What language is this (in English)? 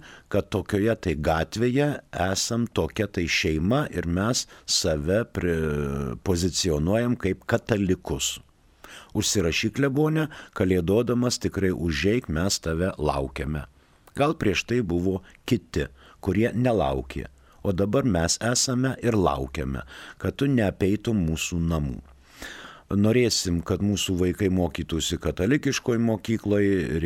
Lithuanian